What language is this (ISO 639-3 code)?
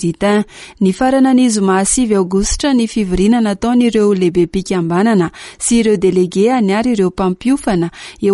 mlg